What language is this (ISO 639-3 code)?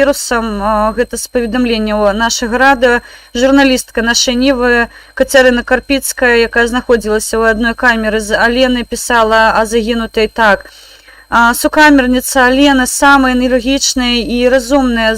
bel